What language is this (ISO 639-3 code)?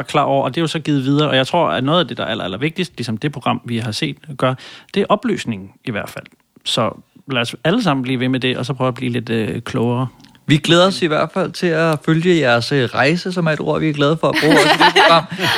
dan